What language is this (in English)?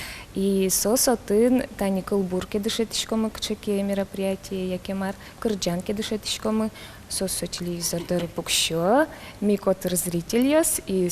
Udmurt